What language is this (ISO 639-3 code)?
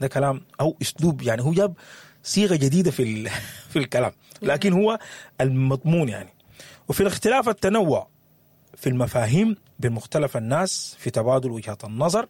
apd